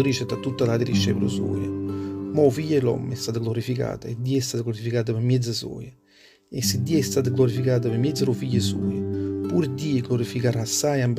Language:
Neapolitan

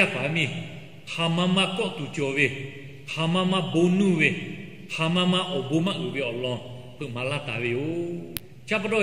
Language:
Lahu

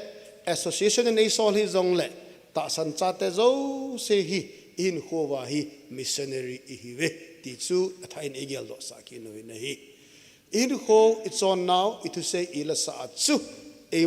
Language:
Thado Chin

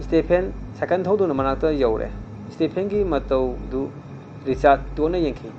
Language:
Manipuri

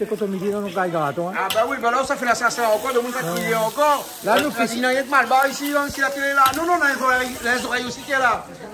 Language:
Réunion Creole French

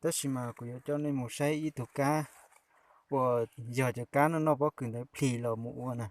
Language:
Hmong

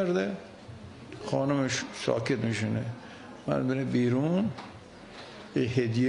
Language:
Persian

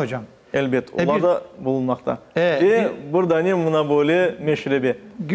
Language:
Crimean Tatar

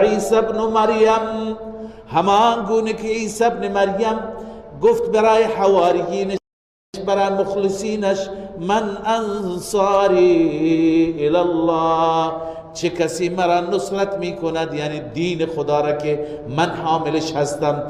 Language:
Persian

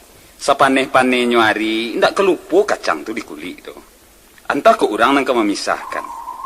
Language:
Minangkabau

